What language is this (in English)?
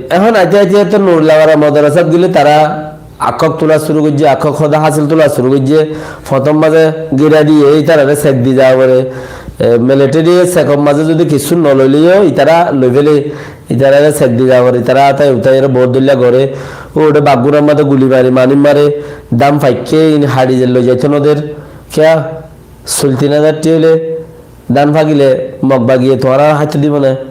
Rohingya